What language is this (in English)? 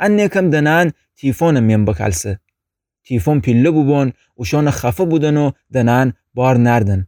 Gilaki